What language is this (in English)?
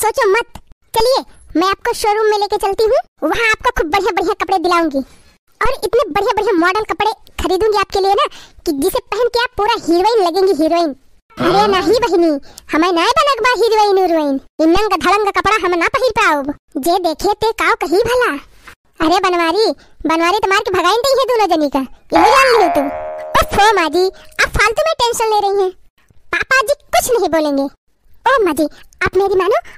Awadhi